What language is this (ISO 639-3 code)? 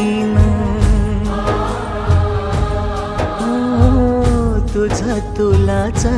mar